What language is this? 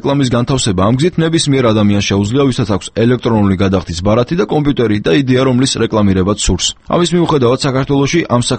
Georgian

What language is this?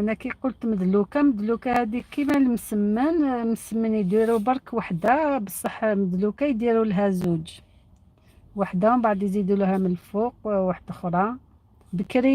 Algerian Arabic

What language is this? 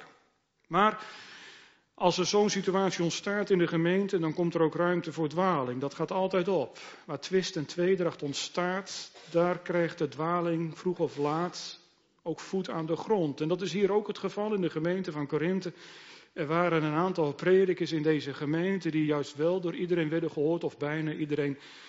Dutch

